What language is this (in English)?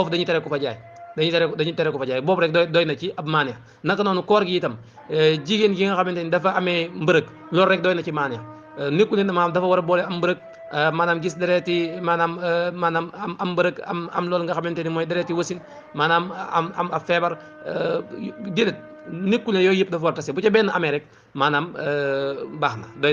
Wolof